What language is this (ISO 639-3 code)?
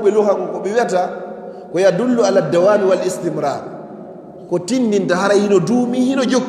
ful